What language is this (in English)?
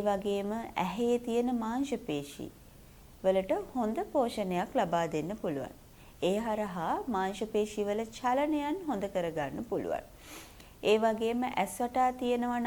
Sinhala